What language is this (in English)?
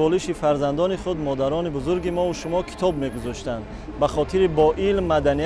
Tajik